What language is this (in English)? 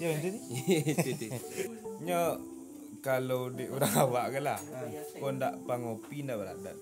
Minangkabau